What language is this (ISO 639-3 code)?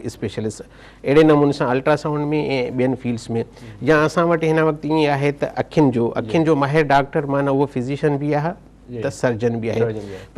snd